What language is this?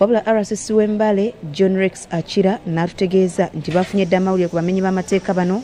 Ganda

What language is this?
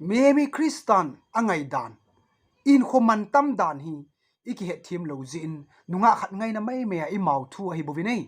Thado Chin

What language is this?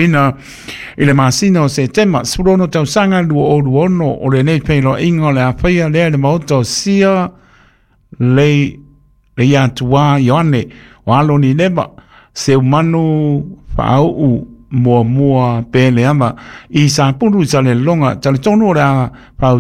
Samoan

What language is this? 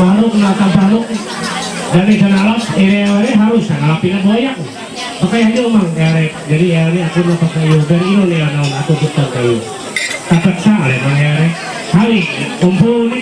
Ma'anyan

